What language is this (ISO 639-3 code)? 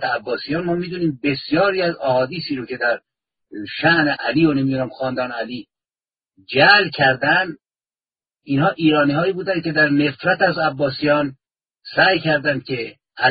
fas